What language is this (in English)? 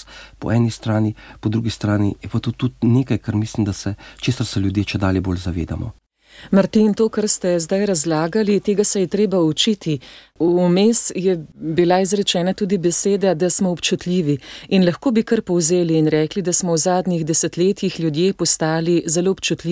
Slovenian